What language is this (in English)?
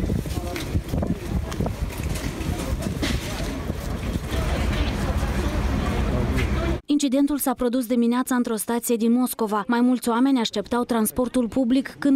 Romanian